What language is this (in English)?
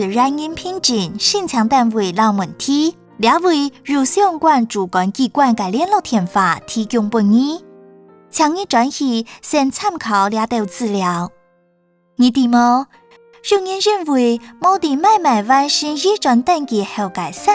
Hakka Chinese